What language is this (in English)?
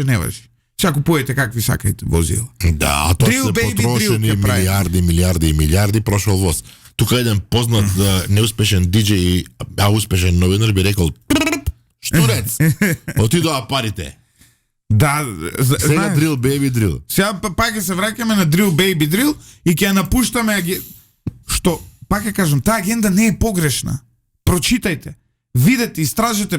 Macedonian